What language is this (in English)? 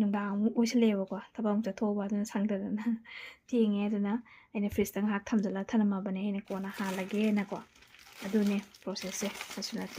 Manipuri